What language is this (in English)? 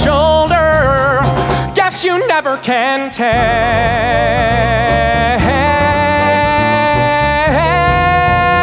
English